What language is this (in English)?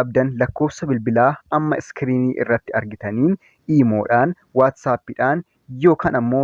Oromo